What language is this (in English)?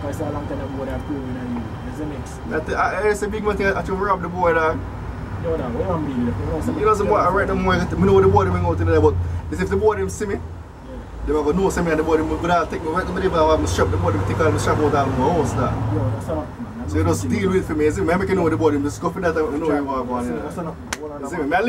Jamaican Creole English